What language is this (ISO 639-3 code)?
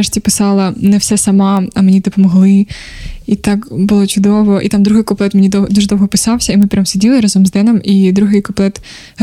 ukr